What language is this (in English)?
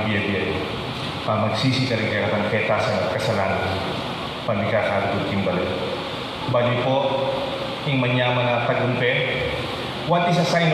Pampanga